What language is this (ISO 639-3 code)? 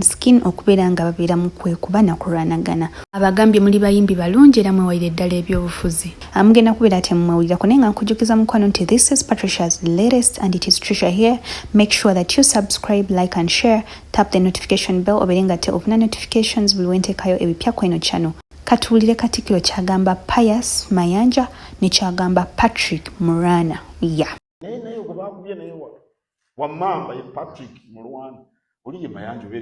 lug